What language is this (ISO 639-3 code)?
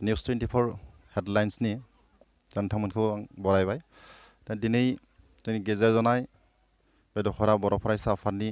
brx